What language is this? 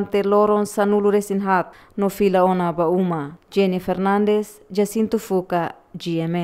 Tetum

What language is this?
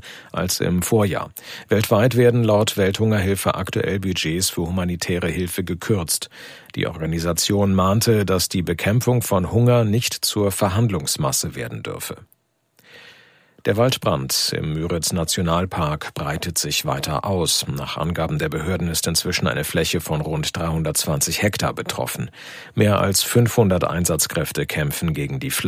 German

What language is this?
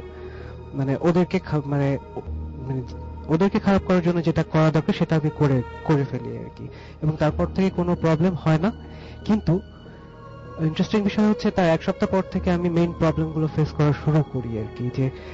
Bangla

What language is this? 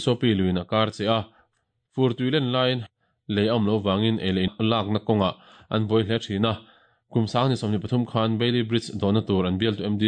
Mizo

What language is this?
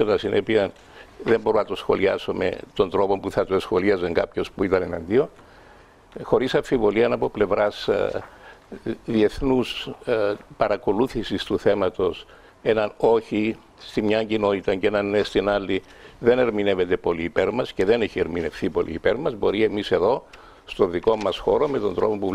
Greek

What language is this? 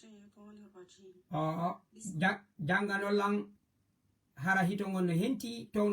Fula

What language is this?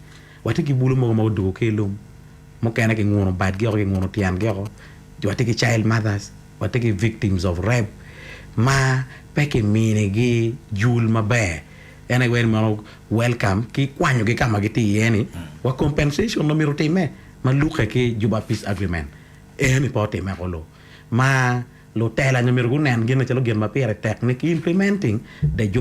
Acoli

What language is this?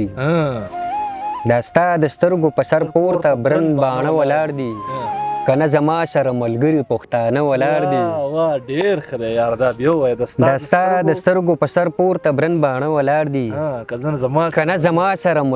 Pashto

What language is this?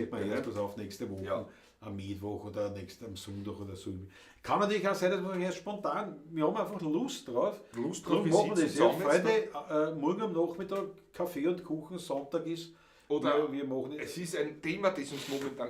Bavarian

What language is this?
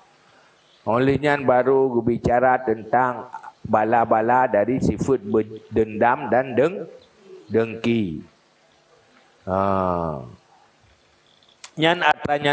Achinese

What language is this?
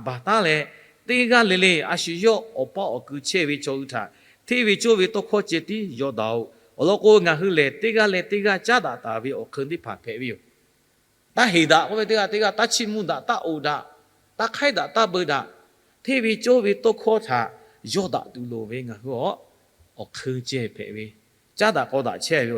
Lahu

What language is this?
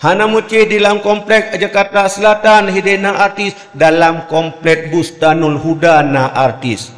Achinese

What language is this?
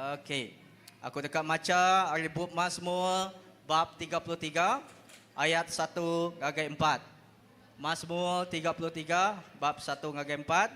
Iban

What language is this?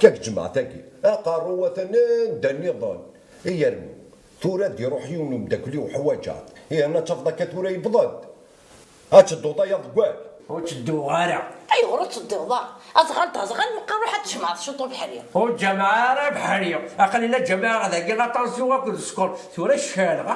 Kabyle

